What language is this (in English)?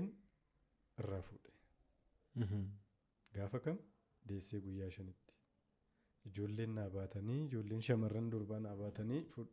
Oromo